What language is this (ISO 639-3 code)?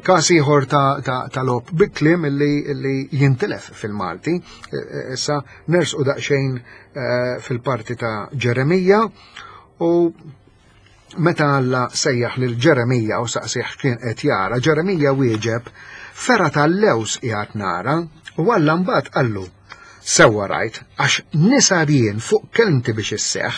mlt